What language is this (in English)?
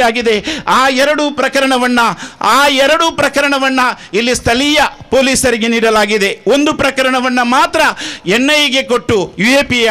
Kannada